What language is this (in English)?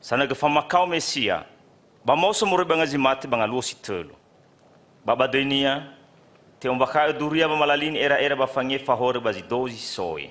Nias